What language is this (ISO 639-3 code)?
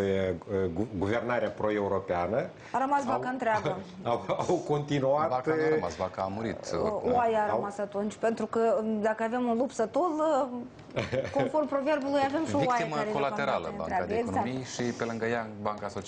ron